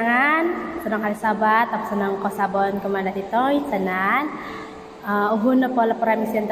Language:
Central Dusun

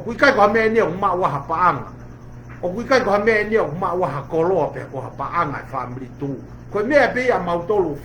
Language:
Tongan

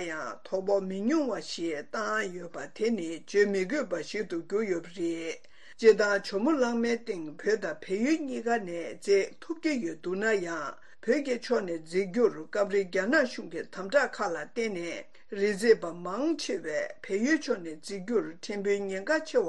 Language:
Tibetan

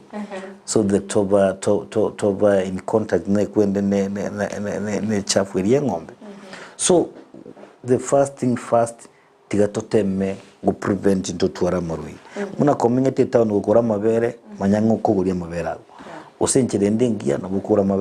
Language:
Gusii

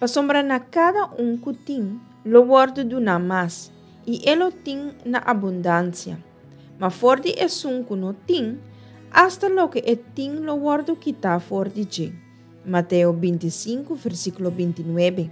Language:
Papiamento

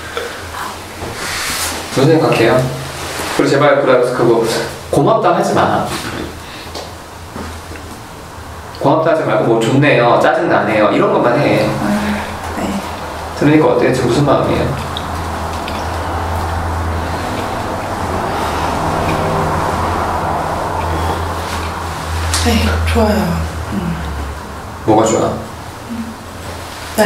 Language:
Korean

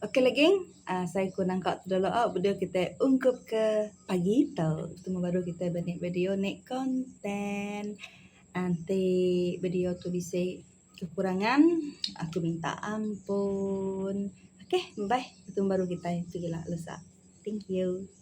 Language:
Iban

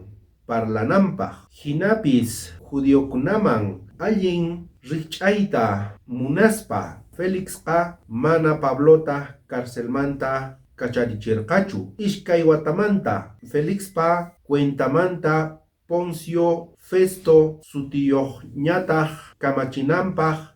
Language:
South Bolivian Quechua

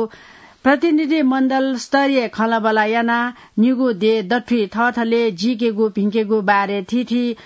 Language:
Newari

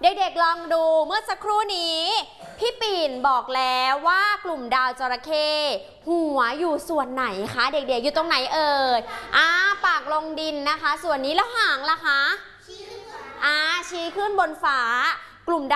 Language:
Thai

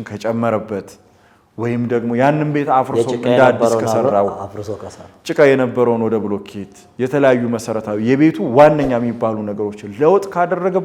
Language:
Amharic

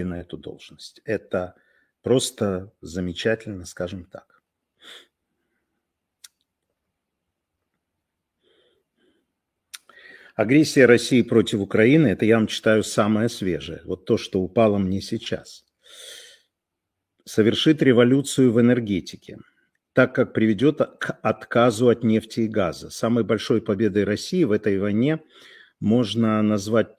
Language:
Russian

